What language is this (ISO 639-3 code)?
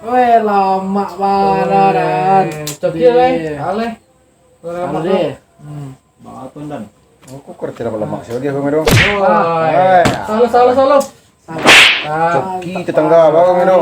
min